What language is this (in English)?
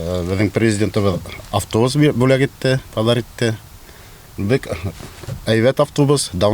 Bashkir